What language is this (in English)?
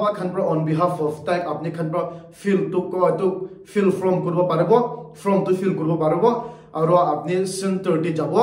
Naga Pidgin